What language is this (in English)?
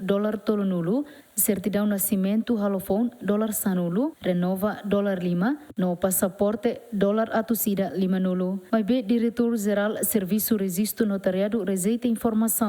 Tetum